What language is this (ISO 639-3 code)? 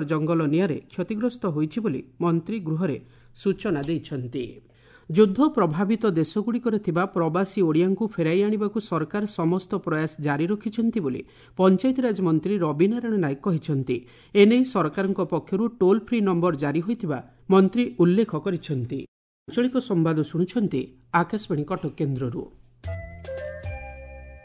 ori